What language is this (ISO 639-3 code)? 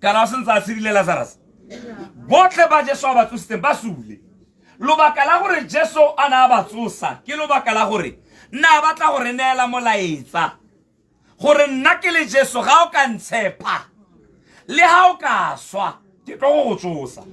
tsn